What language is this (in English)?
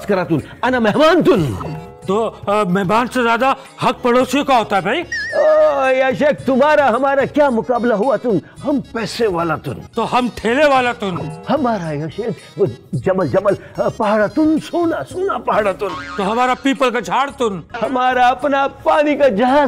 Hindi